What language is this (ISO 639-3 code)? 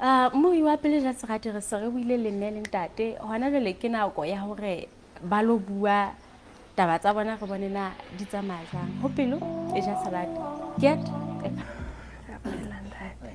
sot